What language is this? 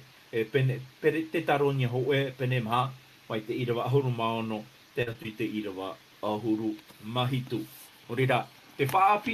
Tahitian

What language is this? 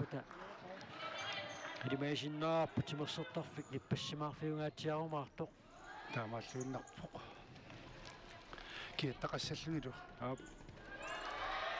Kalaallisut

